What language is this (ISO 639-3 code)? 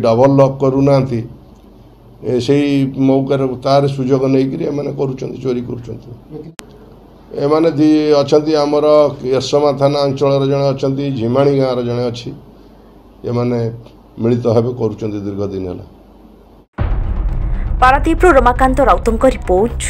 ori